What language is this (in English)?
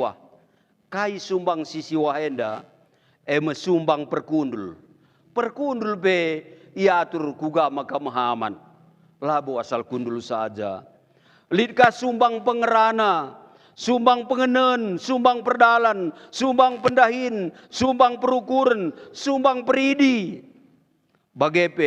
Batak Karo